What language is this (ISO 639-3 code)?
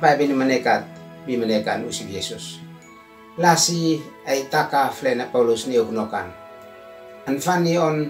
aoz